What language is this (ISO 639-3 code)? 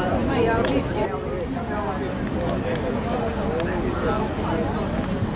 hrv